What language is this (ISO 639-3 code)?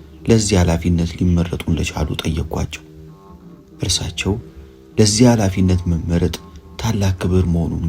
amh